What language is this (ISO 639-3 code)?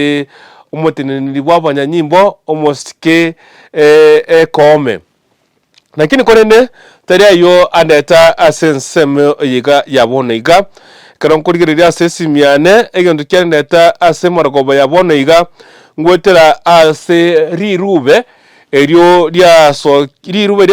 guz